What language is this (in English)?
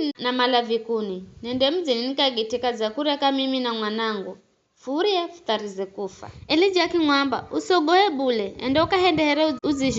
Giryama